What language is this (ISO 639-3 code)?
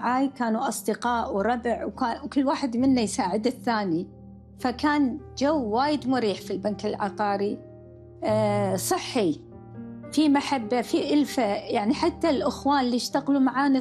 afb